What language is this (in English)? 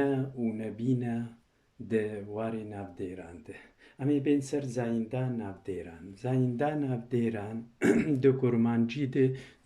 Kurdish